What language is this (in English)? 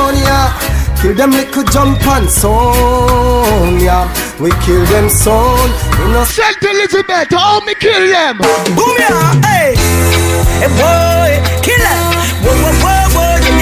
Jamaican Creole English